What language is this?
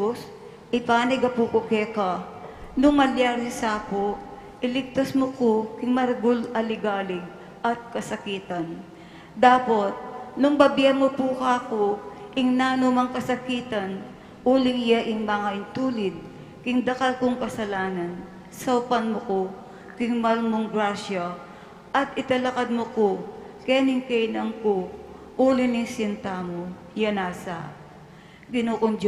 Pampanga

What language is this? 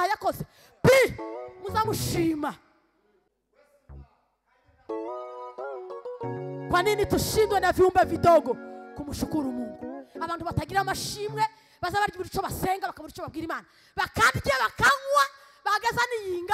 Kinyarwanda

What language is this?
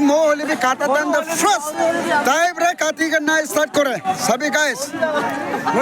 Naga Pidgin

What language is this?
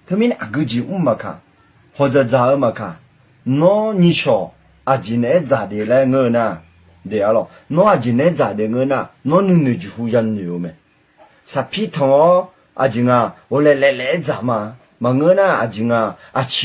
Akha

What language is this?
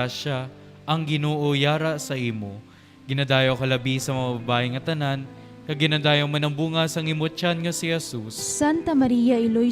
Hiligaynon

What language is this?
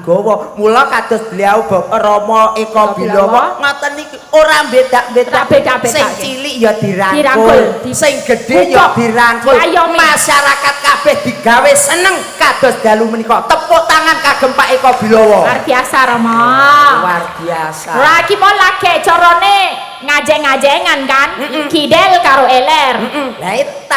Javanese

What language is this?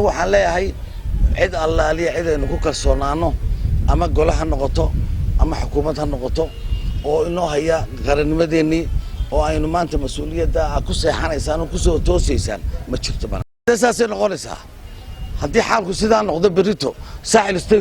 Somali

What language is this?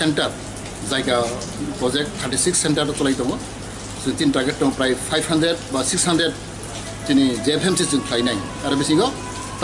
Kok Borok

